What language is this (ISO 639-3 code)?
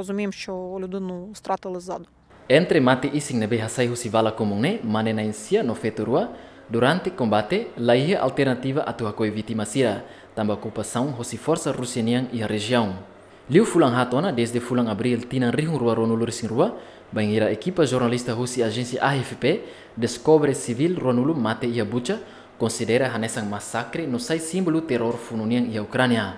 tet